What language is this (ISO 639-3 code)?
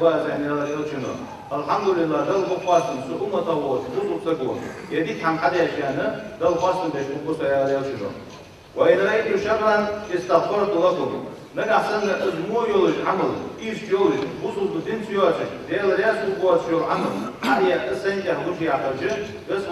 inh